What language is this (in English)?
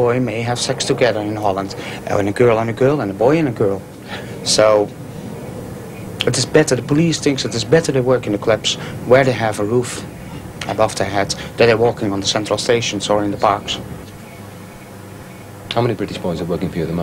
English